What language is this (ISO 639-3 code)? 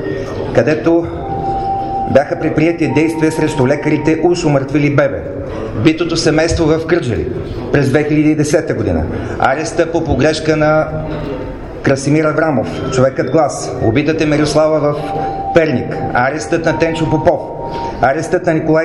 bul